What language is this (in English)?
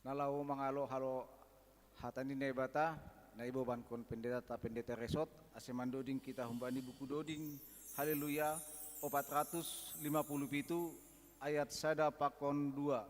Batak Simalungun